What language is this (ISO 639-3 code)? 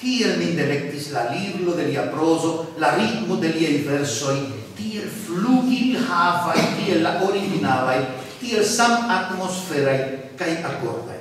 epo